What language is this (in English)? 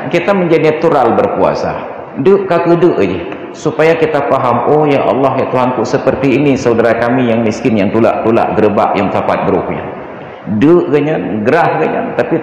Achinese